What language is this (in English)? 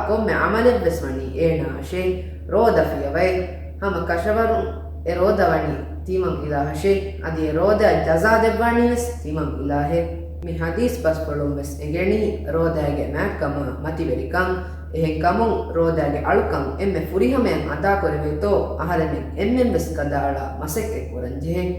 Divehi